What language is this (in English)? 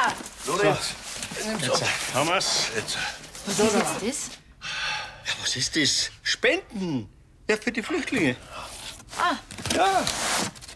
Bavarian